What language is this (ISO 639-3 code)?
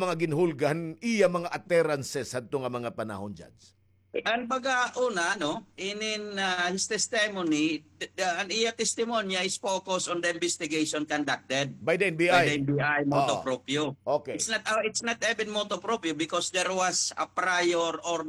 war